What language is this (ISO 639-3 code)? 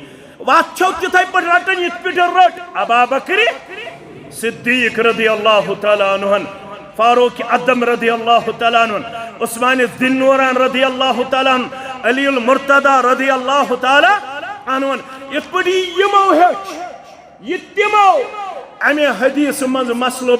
kas